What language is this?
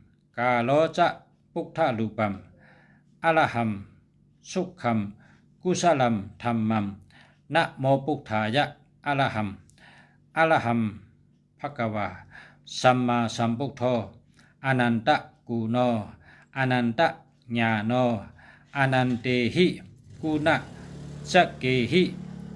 Shan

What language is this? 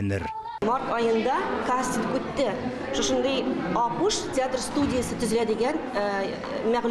Tatar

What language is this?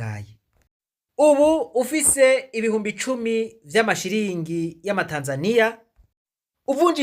Rundi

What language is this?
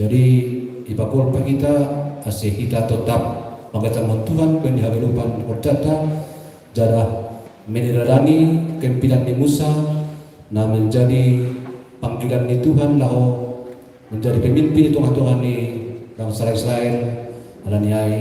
Batak Simalungun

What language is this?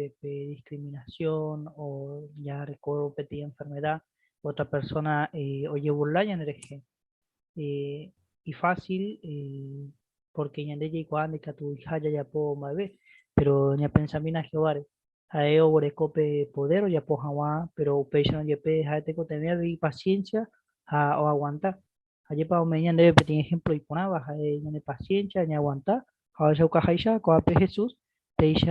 Guarani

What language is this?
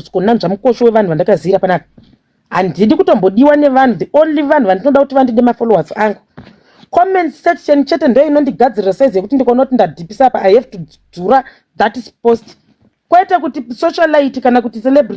Shona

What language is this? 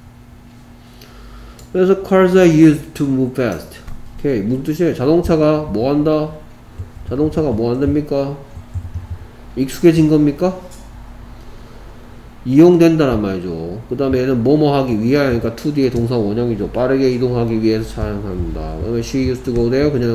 Korean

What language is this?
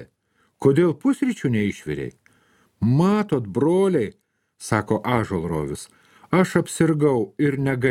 Lithuanian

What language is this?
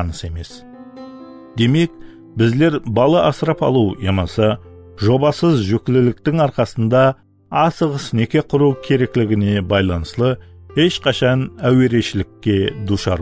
Kara-Kalpak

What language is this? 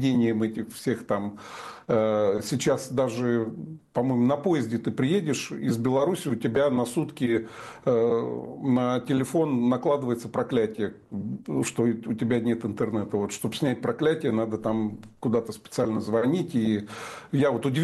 Russian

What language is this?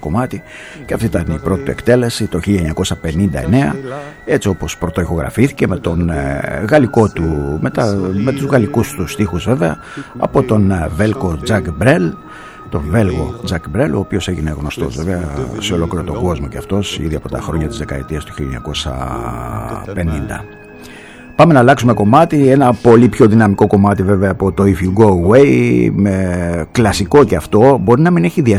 Greek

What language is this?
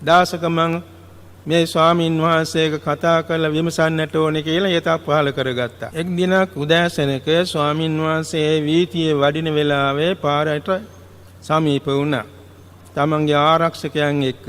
Sinhala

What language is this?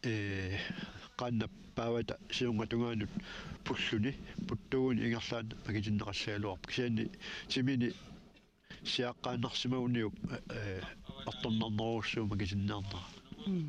Kalaallisut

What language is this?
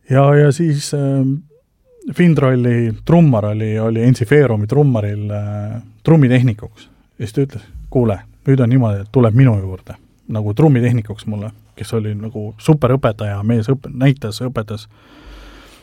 Estonian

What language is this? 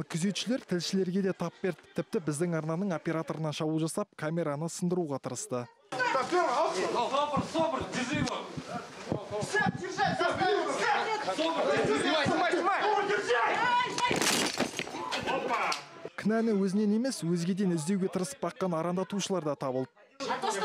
Kazakh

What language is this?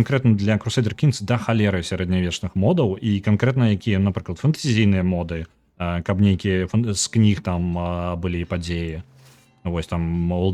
Belarusian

